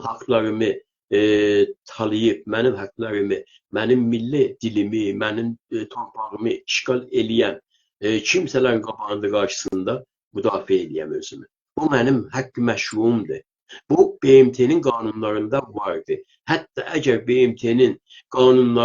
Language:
South Azerbaijani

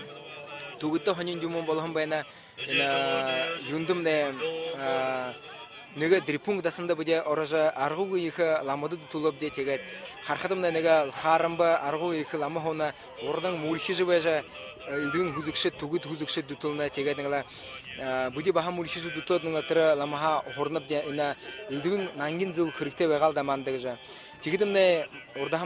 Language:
Buriat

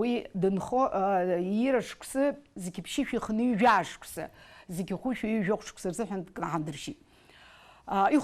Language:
Abkhazian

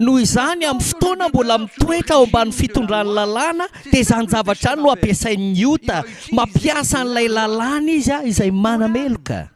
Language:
Malagasy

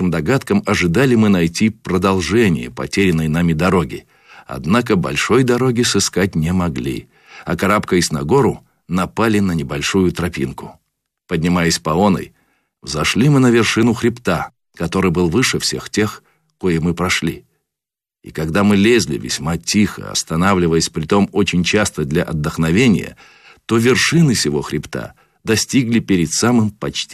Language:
Russian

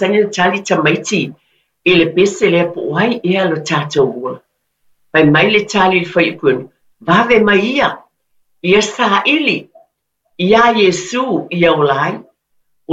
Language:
Samoan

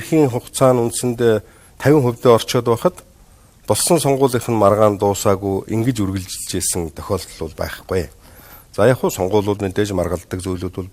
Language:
Mongolian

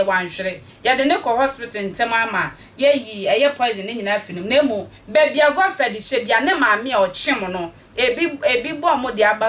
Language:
Akan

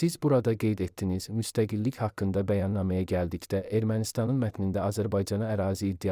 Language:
Azerbaijani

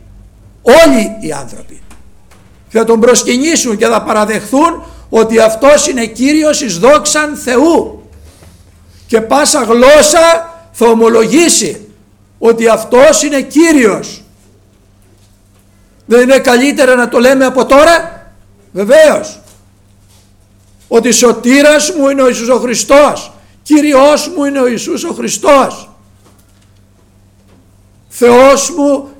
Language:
Greek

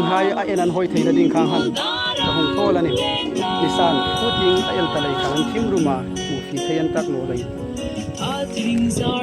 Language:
Hmar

